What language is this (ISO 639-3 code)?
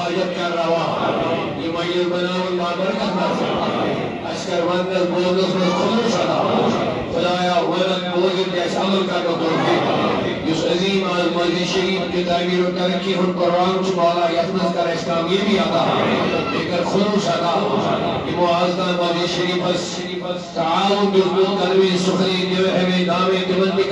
kas